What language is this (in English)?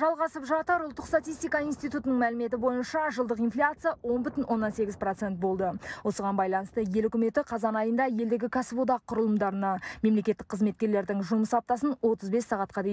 Kazakh